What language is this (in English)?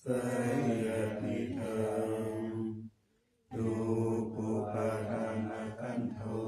Pali